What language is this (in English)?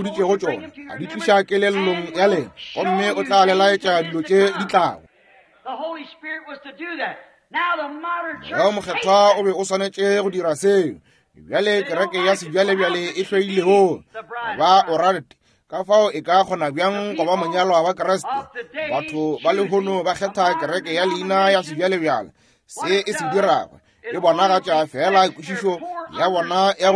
Northern Sotho